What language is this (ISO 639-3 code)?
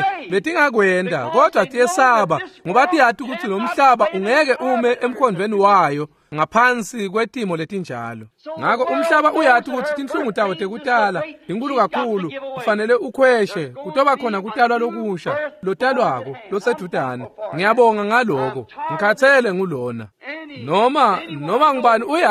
ssw